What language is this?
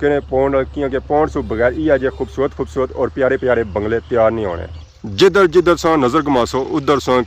Pahari-Potwari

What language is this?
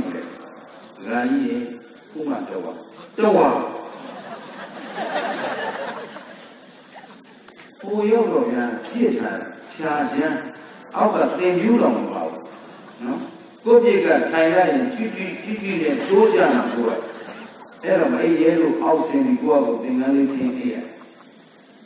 Burmese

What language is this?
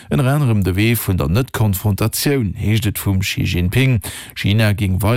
Luxembourgish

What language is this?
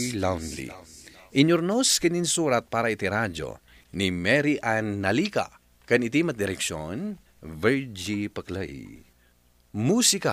Iloko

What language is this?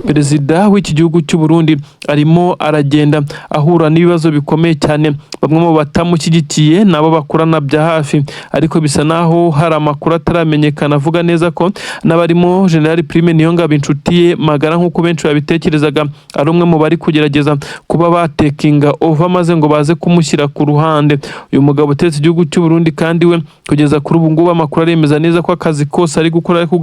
Kinyarwanda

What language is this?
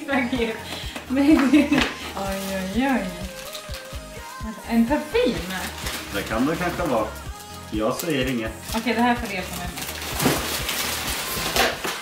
Swedish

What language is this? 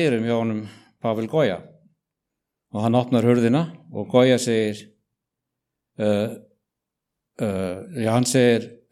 Icelandic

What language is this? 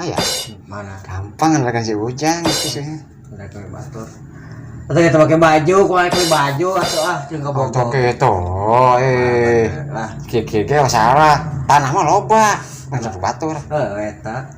Sundanese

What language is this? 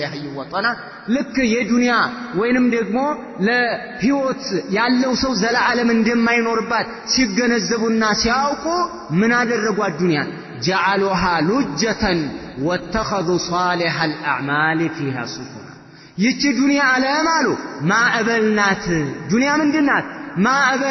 Amharic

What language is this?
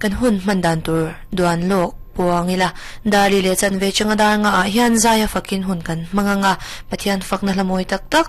Mizo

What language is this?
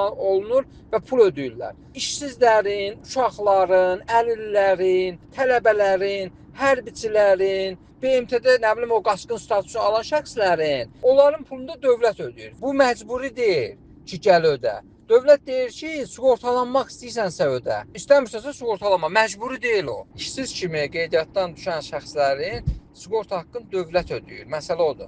Azerbaijani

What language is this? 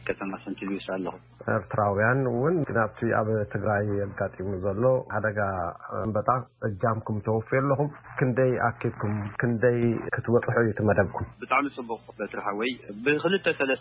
Tigrinya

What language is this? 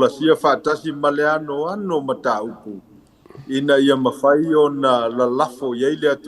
Samoan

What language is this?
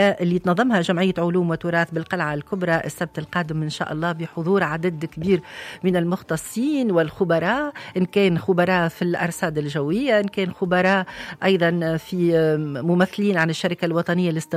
Tunisian Arabic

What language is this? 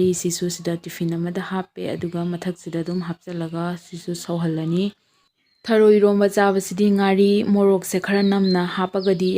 Manipuri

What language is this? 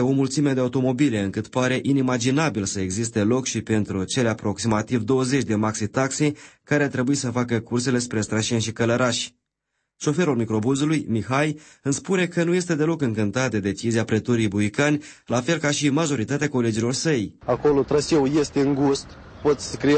Romanian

